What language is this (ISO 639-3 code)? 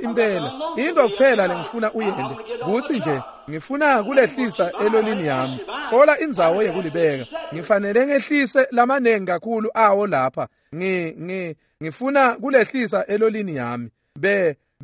ssw